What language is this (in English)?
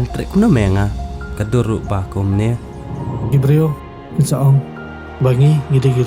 Khasi